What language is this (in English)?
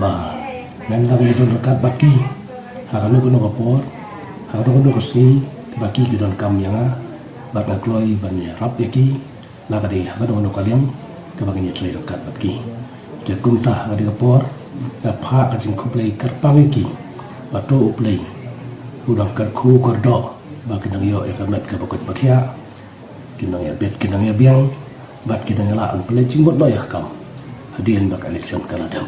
Khasi